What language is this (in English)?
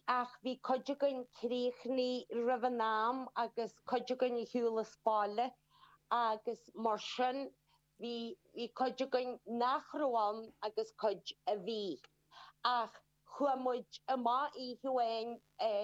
Irish